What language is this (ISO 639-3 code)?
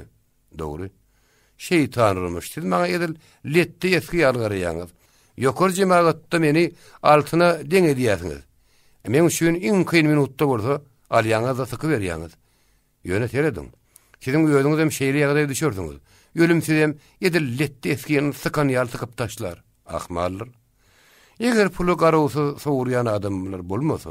tuk